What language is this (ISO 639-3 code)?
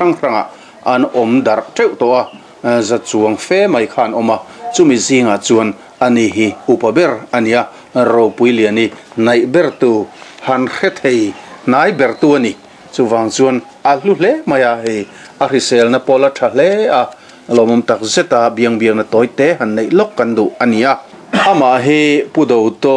lus